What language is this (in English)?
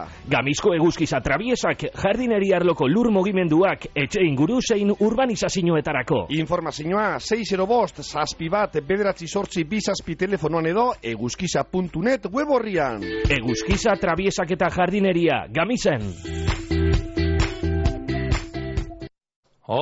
Basque